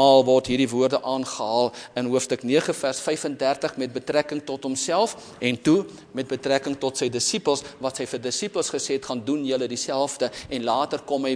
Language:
Afrikaans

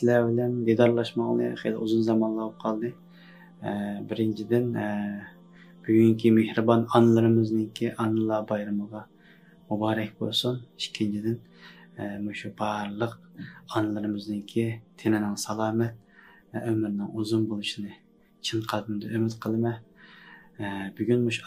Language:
Uyghur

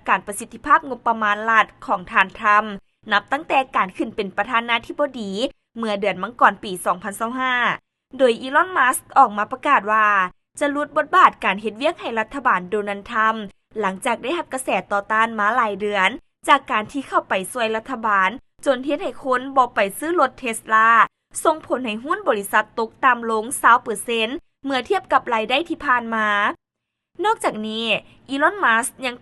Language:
Lao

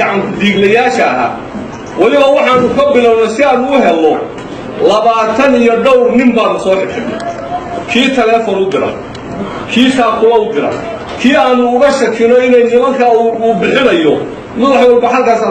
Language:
Somali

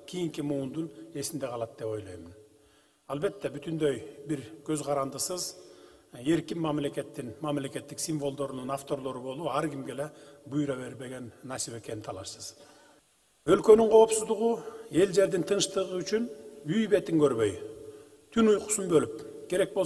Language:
Kyrgyz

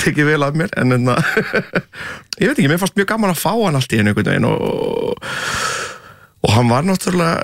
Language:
Icelandic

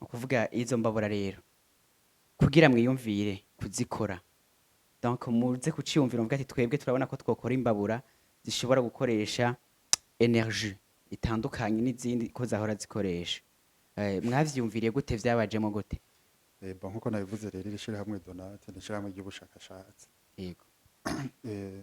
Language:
Rundi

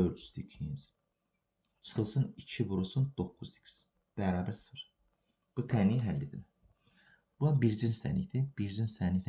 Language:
Azerbaijani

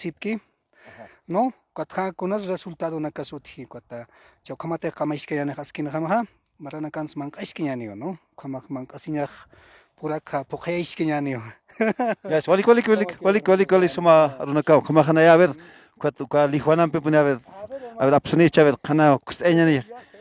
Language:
Aymara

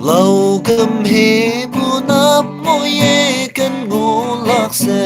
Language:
Naga Pidgin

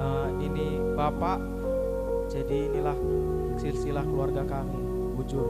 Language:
Batak Karo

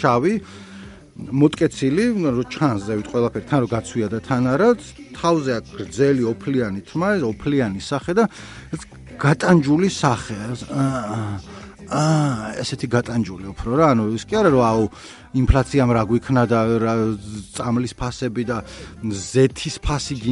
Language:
Georgian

